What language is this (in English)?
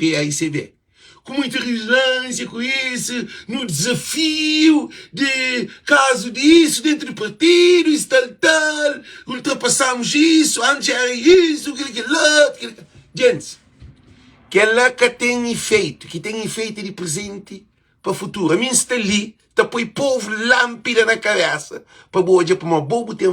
Kabuverdianu